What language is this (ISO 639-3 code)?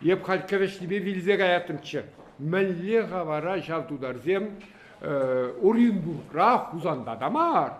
chv